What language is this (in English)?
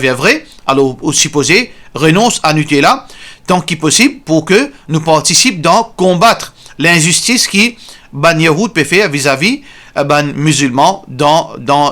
Morisyen